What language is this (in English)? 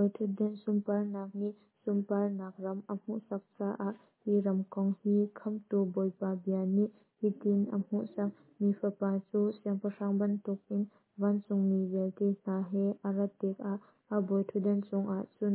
Hakha Chin